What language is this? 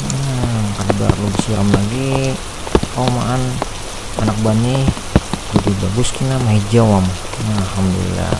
Banjar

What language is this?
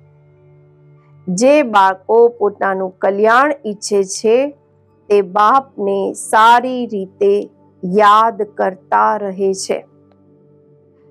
Gujarati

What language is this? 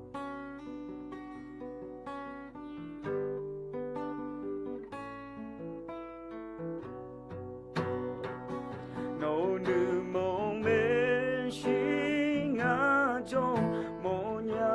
Akha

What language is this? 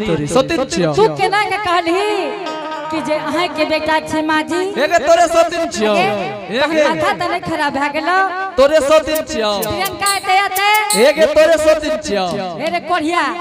Angika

